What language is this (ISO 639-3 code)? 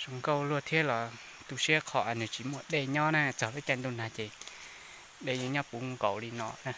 hmn